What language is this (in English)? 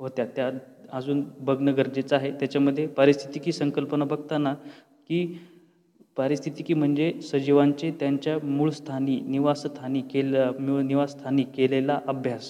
Marathi